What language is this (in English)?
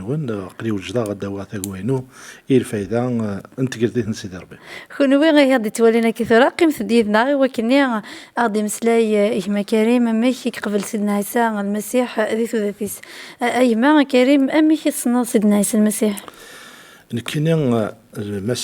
Kabyle